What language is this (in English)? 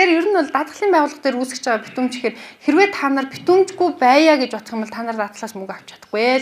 Mongolian